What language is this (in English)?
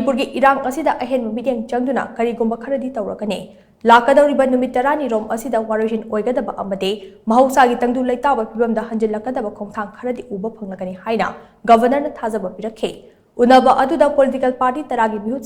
Manipuri